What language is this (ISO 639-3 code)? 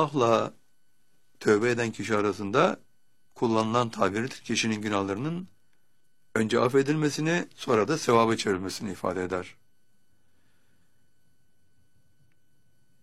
tur